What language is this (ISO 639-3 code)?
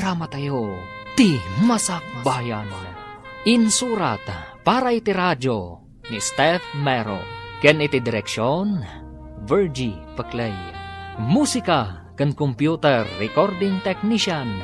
ilo